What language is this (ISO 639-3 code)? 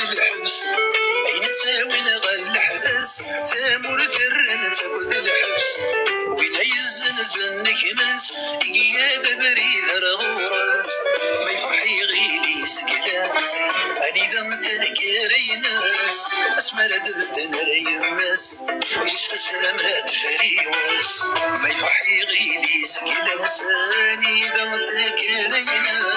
kab